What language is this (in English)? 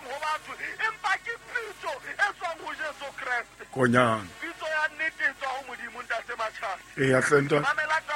Southern Sotho